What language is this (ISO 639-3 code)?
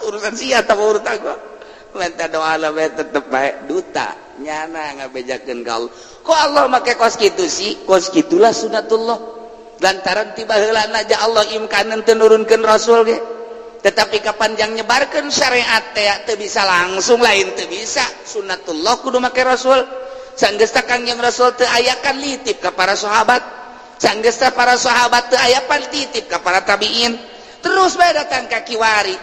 sun